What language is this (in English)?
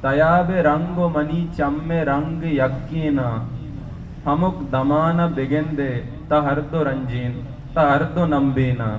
Eastern Balochi